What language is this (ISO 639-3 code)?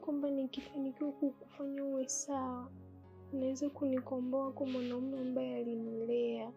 swa